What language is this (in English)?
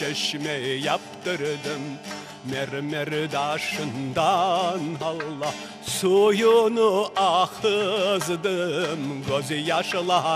Crimean Tatar